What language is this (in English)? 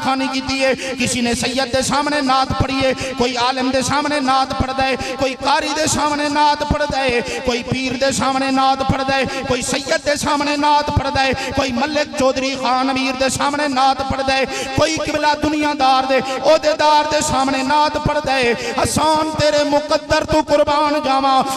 Western Panjabi